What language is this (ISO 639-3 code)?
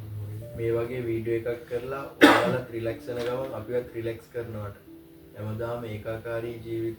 sin